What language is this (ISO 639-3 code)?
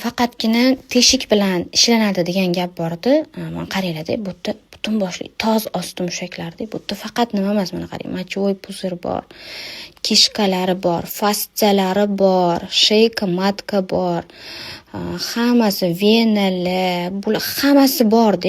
uzb